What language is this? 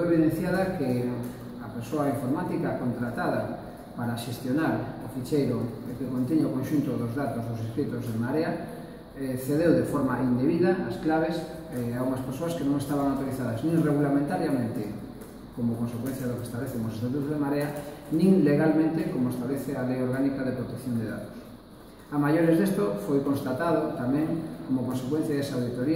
Galician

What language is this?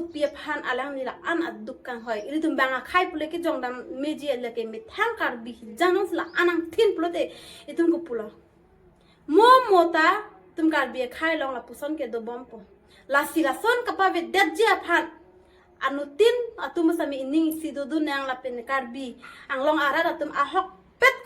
Karbi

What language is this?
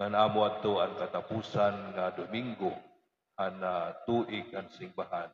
Waray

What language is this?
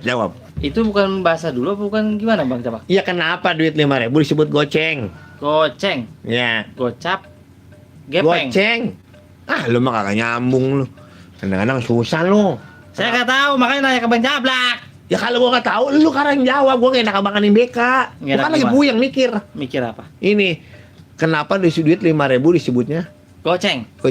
Betawi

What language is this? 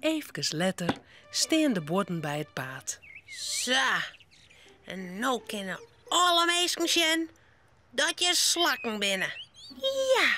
Western Frisian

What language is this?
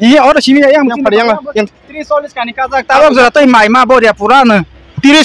Kok Borok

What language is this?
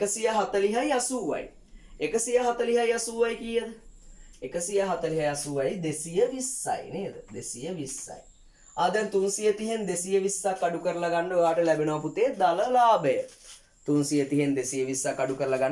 Sinhala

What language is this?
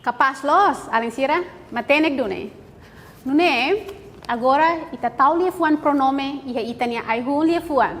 Tetum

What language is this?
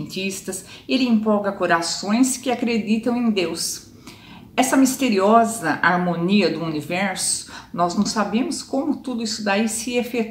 Portuguese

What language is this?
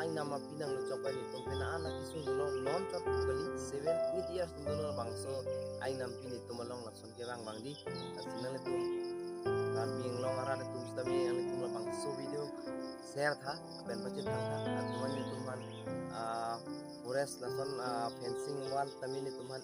Karbi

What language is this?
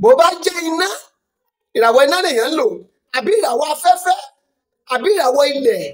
Yoruba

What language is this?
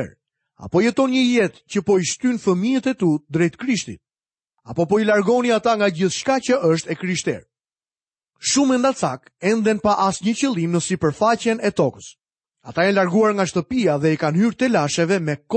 Albanian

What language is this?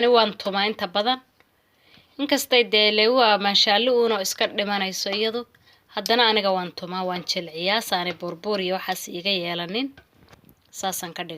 Somali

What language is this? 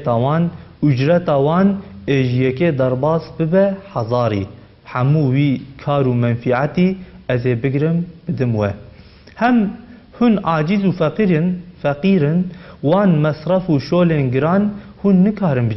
Kurdish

